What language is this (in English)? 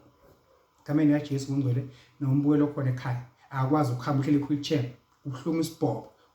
Zulu